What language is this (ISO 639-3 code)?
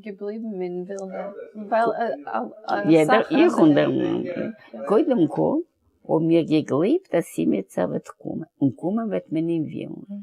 yid